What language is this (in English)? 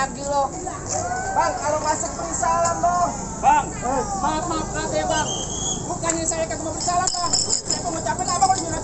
Betawi